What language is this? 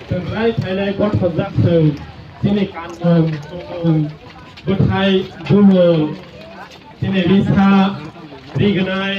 Kok Borok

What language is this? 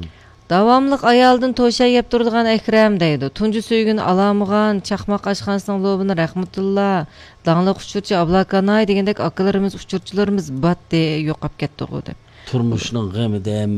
Uyghur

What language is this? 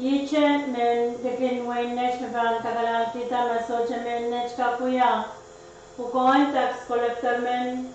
Pohnpeian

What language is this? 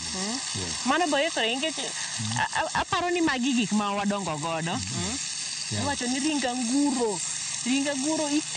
Luo (Kenya and Tanzania)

